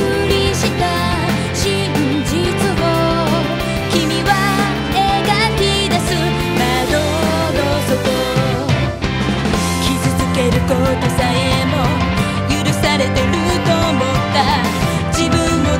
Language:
Japanese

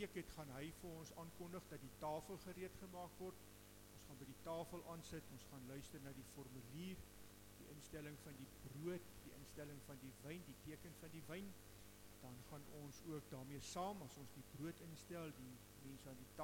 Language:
Afrikaans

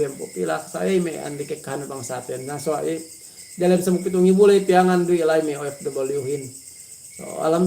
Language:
Yakan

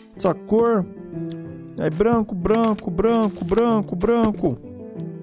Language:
Portuguese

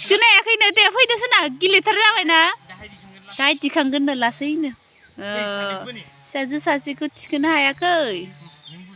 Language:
Bodo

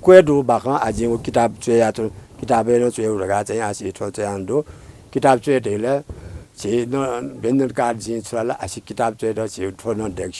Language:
Newari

